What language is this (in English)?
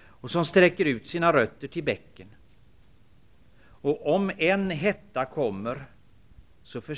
Swedish